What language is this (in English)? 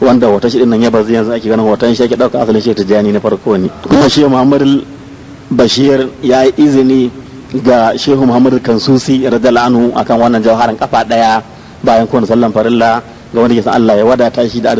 Hausa